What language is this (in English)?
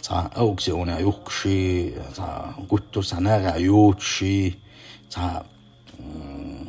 Chechen